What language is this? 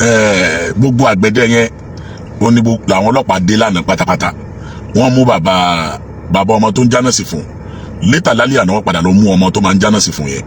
Yoruba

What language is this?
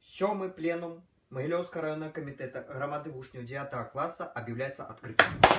Belarusian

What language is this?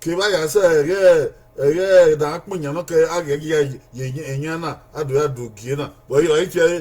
Bini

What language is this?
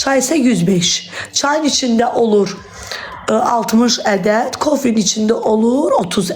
Azerbaijani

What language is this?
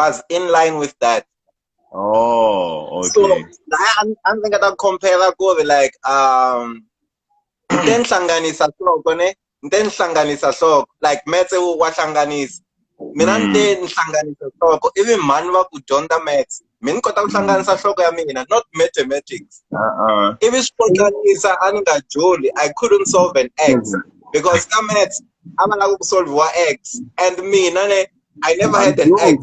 Tsonga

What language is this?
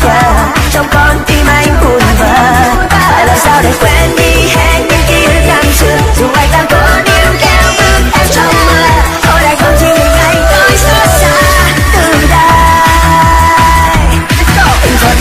Vietnamese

